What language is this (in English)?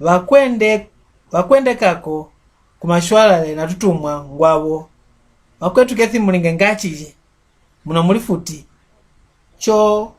Mbunda